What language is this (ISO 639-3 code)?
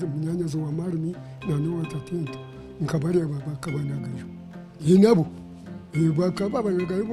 nyn